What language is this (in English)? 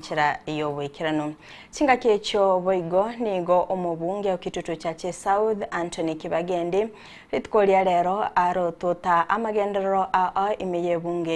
Gusii